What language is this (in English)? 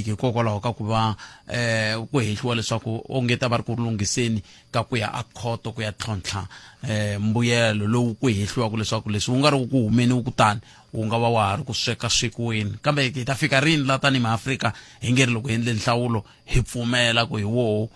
Tsonga